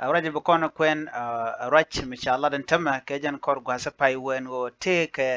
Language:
Nuer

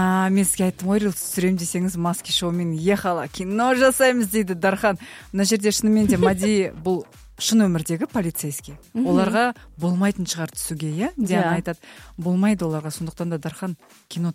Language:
Kazakh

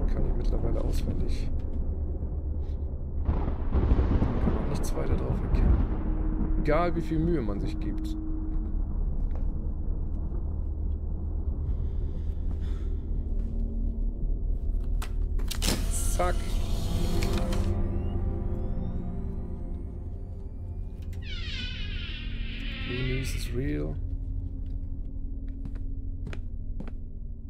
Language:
German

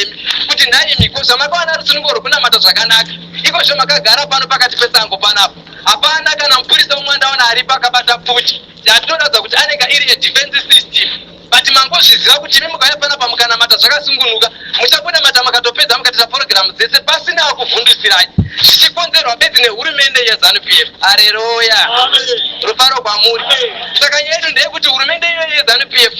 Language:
Shona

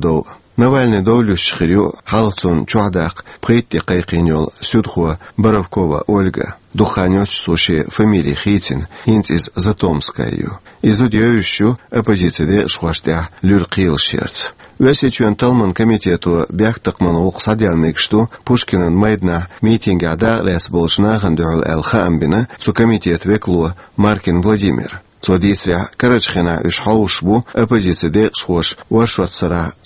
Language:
Chechen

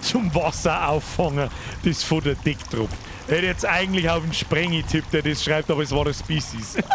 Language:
Bavarian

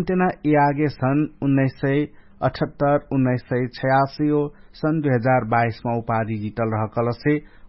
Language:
Dangaura Tharu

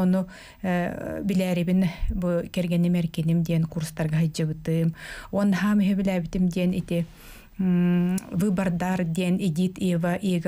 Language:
Yakut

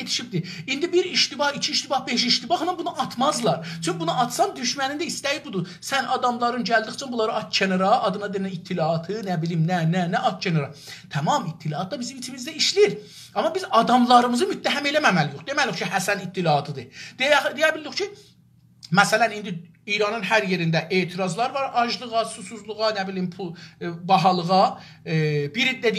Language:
South Azerbaijani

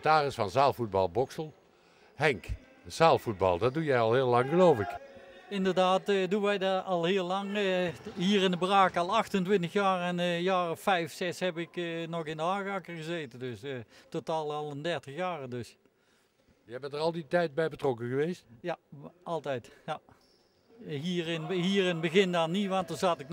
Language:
Dutch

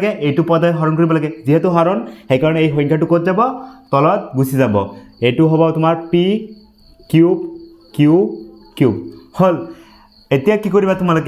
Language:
Assamese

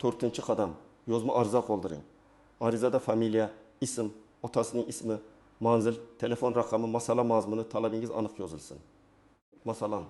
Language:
Uzbek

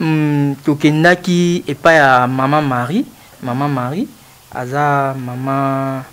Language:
Lingala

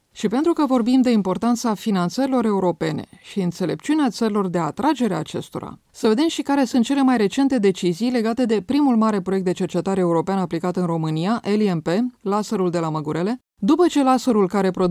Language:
Romanian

